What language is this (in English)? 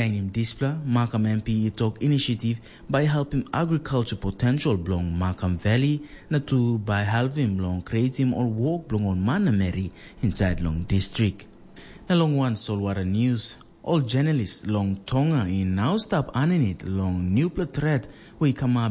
Tok Pisin